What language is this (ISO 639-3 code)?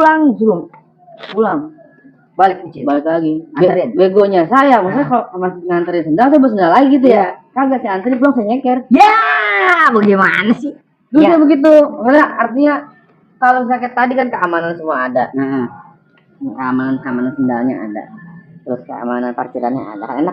bew